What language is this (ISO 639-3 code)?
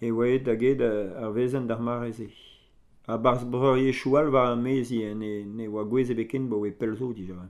bre